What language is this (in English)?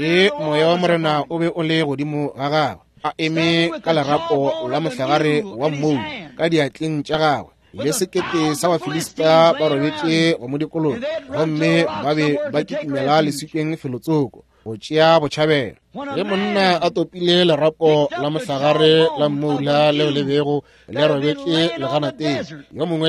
Northern Sotho